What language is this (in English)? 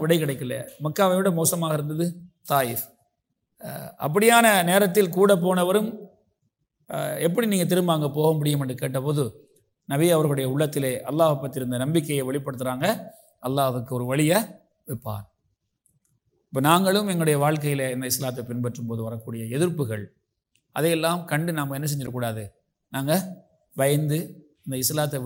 Tamil